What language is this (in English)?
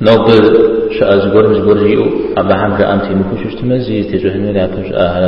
Kabardian